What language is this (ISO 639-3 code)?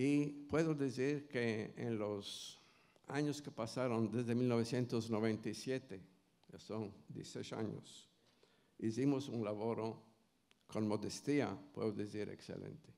lad